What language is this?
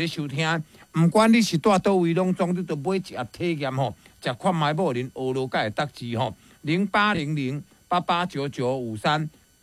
Min Nan Chinese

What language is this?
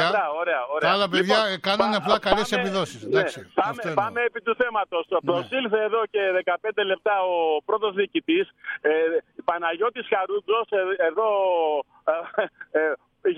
Greek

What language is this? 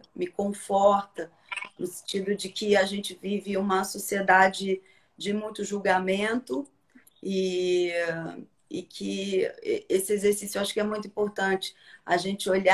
Portuguese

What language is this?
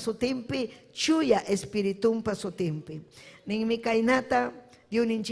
Ayacucho Quechua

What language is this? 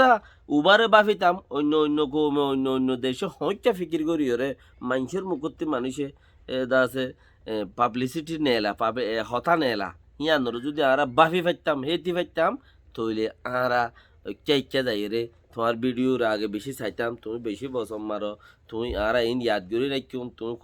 Rohingya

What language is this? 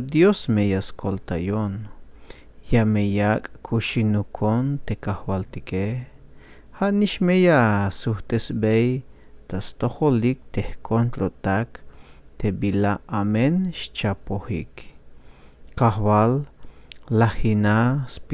Tzeltal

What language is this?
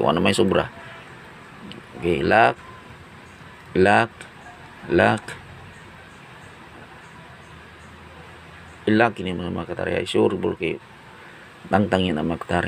Cebuano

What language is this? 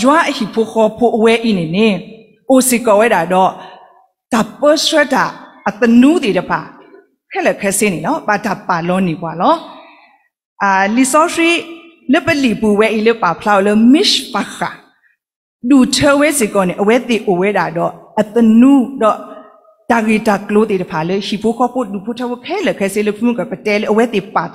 S'gaw Karen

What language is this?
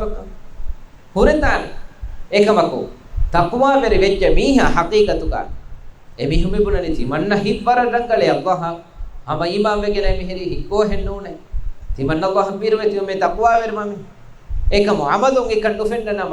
Divehi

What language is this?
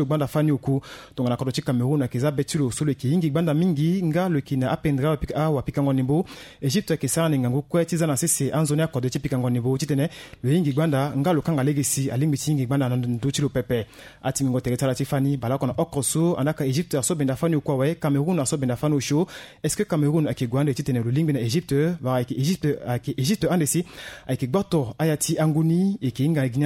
Sango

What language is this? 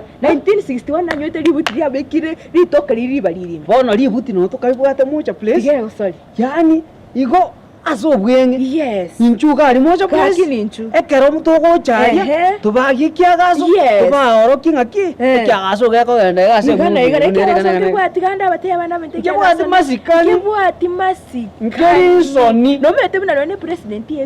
Gusii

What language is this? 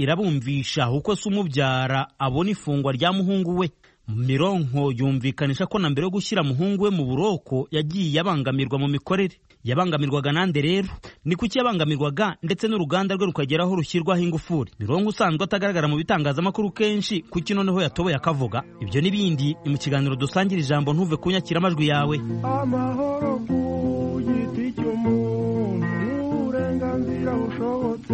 Kinyarwanda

